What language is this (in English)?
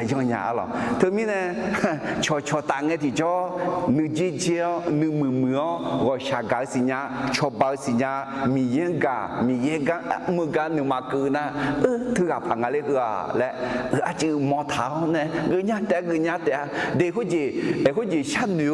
Akha